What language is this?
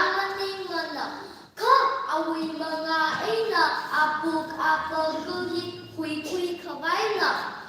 Tangkhul Naga (India)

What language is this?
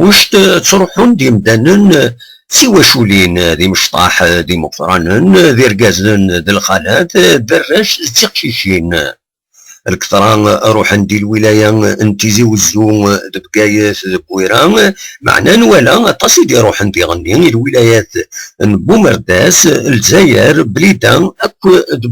Kabyle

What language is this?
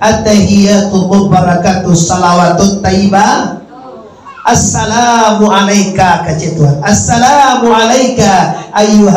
Minangkabau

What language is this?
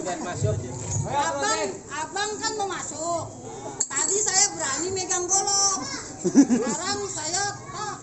Betawi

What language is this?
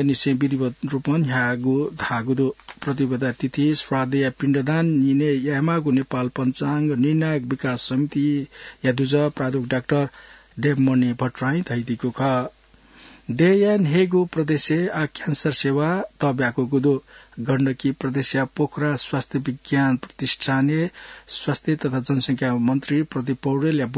Newari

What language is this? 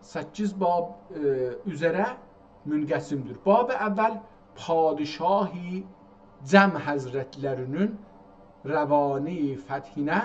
South Azerbaijani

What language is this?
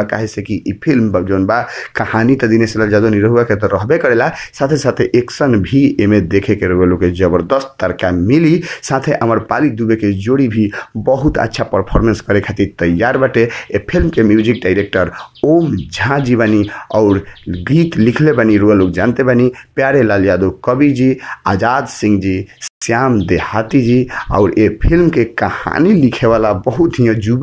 Bhojpuri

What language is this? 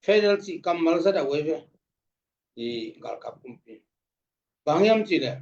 Tedim Chin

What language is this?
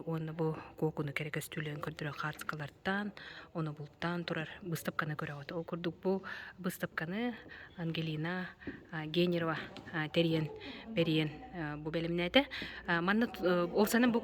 Yakut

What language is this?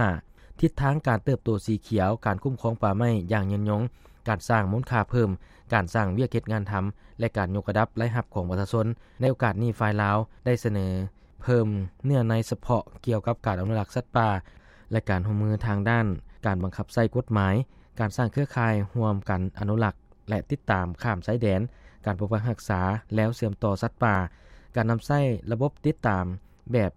Lao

